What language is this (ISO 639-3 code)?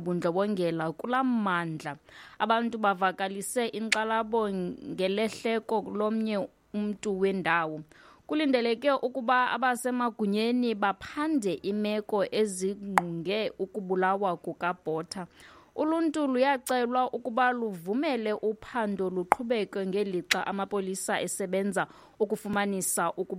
xho